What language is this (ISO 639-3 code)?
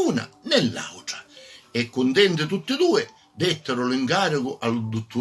scn